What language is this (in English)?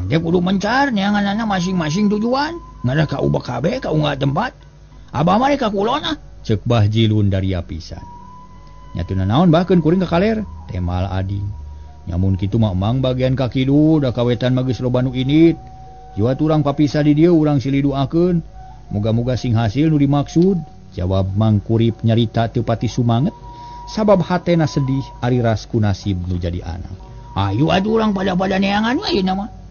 Sundanese